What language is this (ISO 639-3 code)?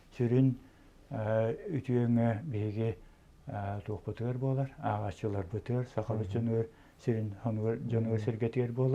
sah